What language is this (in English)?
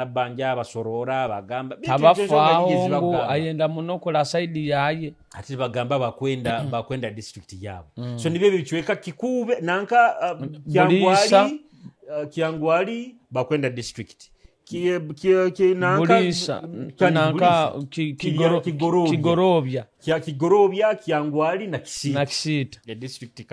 Nyoro